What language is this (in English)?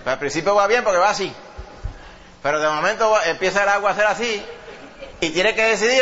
Spanish